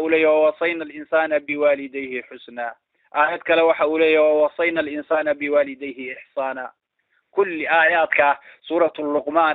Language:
Somali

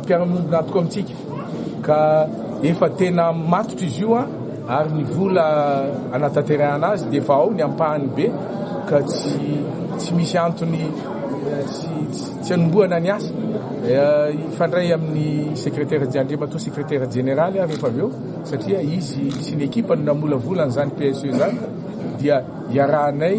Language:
Malagasy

